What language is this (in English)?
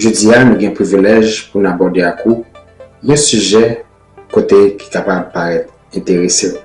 Haitian Creole